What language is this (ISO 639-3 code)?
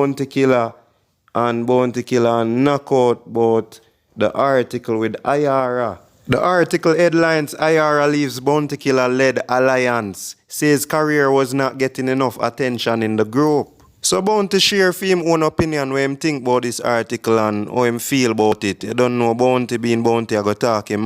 jam